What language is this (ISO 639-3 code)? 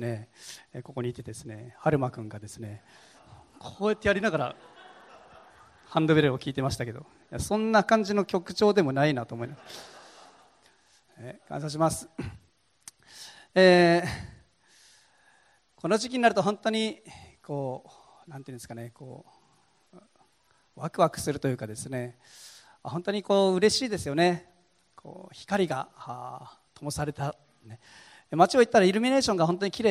jpn